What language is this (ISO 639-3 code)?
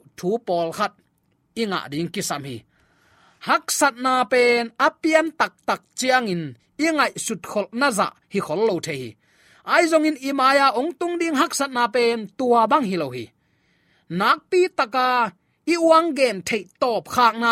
ctd